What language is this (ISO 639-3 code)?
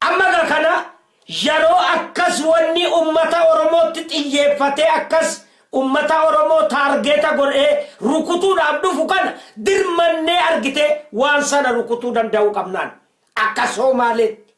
orm